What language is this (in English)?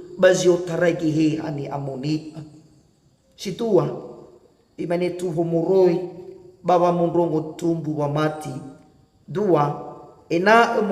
Nias